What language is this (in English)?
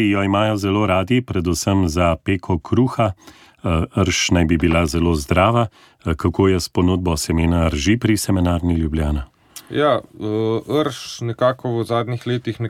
Slovenian